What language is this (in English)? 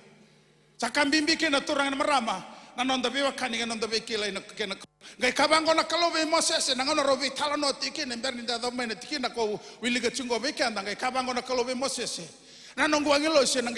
Fijian